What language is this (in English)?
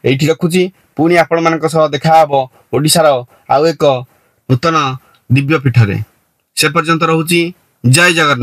Odia